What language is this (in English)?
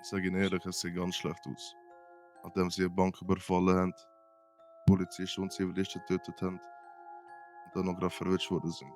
Swiss German